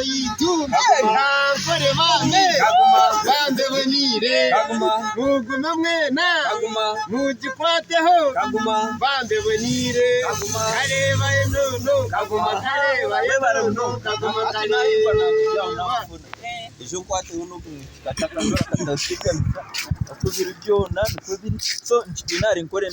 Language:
Nyankole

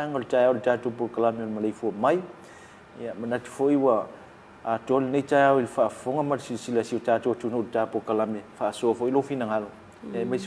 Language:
Samoan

